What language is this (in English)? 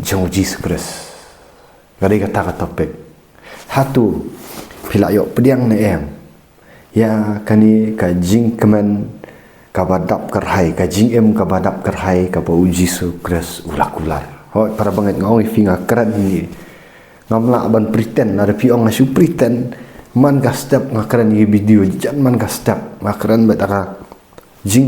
Khasi